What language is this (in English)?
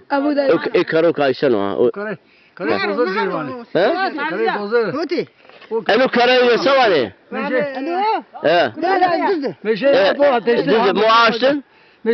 Zaza